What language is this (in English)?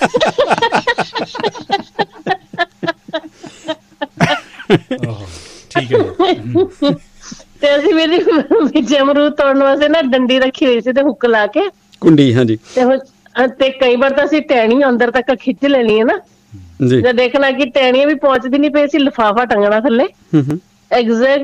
Punjabi